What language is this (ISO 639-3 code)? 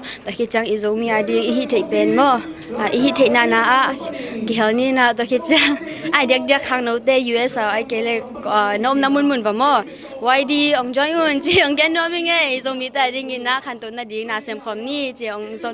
ctd